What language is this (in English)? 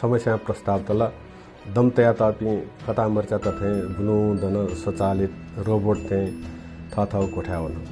Newari